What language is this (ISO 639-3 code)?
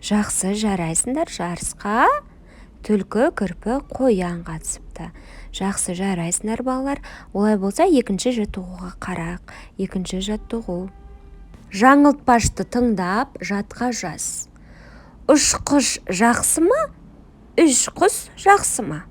kaz